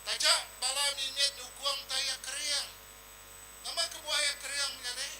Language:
Iban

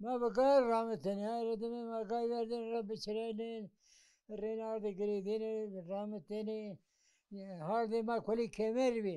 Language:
Zaza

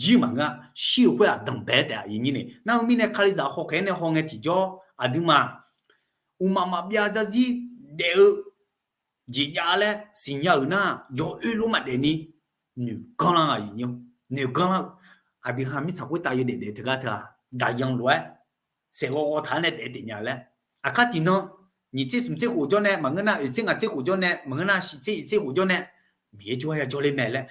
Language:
Akha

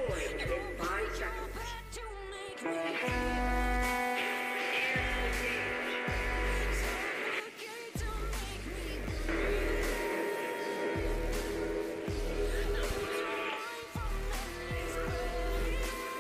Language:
English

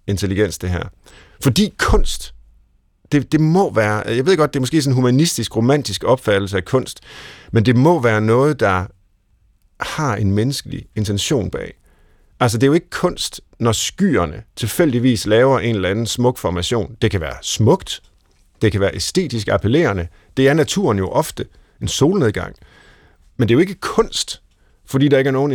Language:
Danish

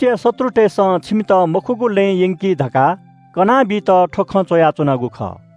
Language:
Newari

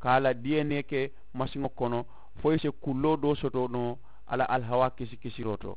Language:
Mandingo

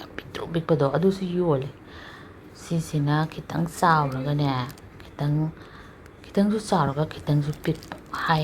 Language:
Manipuri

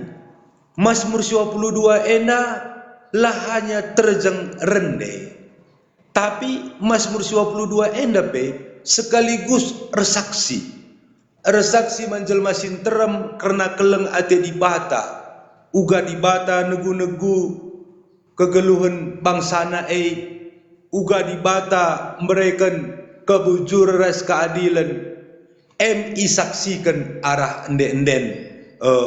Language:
Batak Karo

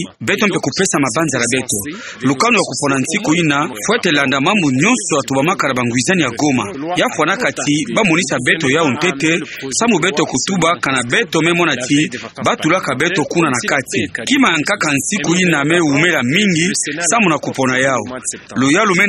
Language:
Kituba (Democratic Republic of Congo)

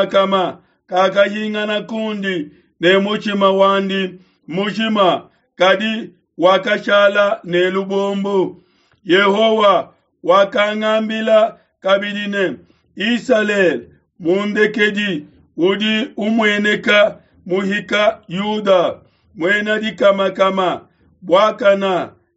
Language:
Luba-Lulua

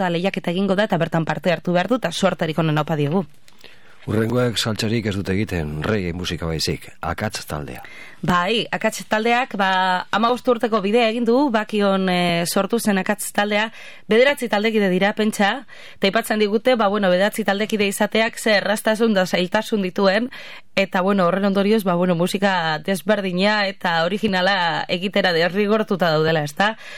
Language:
Basque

